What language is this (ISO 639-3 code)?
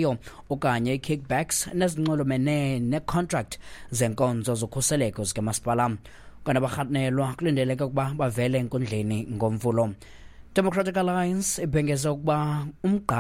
xho